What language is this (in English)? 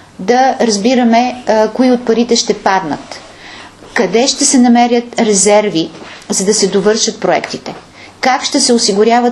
Bulgarian